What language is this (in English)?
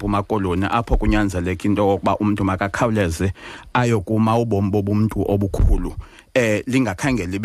Xhosa